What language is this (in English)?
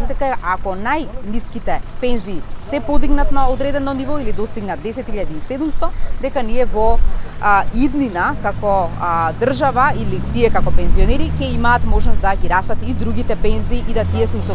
Macedonian